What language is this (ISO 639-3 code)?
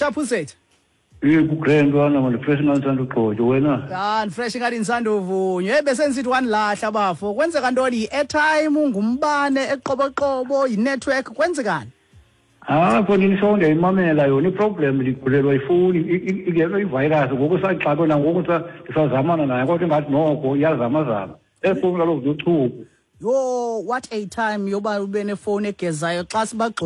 xho